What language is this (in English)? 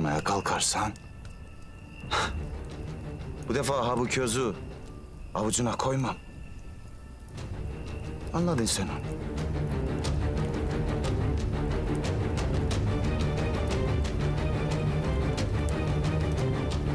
Turkish